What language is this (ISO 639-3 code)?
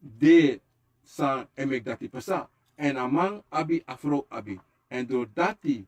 srn